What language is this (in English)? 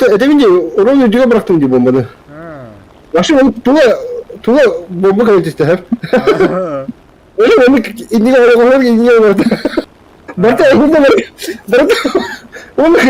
Yakut